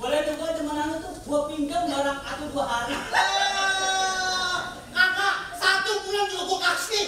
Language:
Betawi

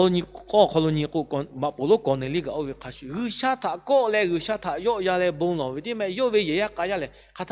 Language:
Lahu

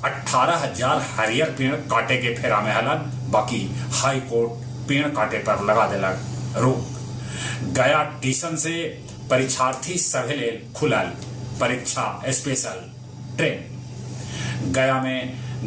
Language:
Magahi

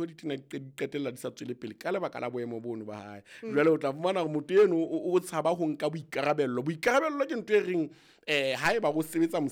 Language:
Southern Sotho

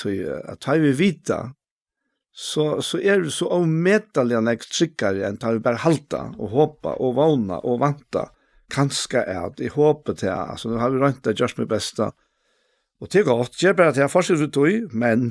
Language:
Faroese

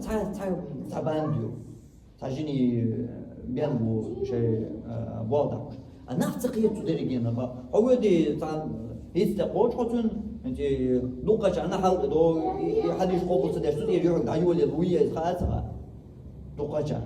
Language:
Chechen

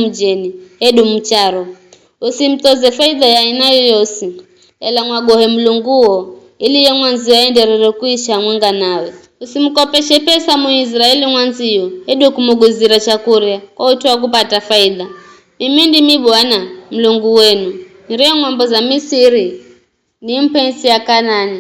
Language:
Giryama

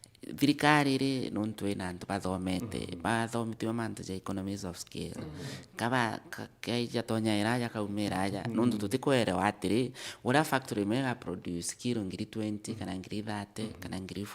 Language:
Meru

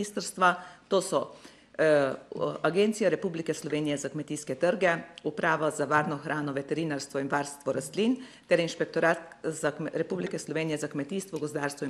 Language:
Slovenian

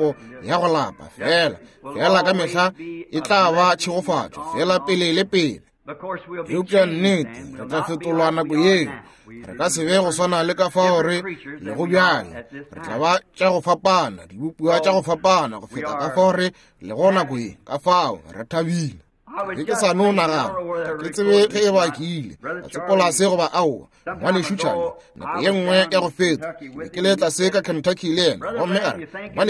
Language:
Northern Sotho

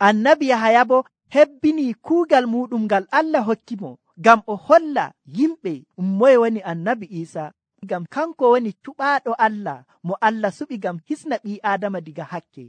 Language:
Nigerian Fulfulde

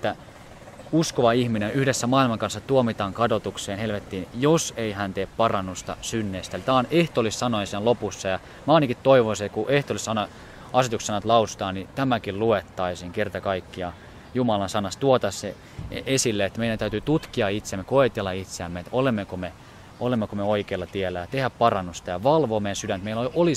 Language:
Finnish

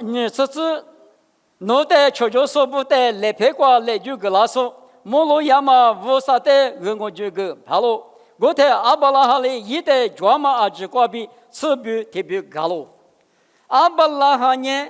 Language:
Lisu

